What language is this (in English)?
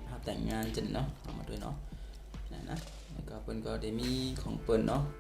Shan